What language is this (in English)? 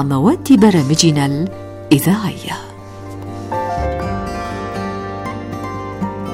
Arabic